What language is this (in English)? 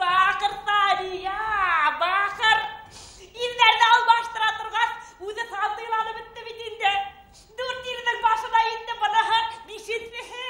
Bashkir